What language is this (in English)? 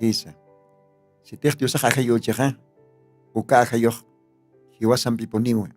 Aymara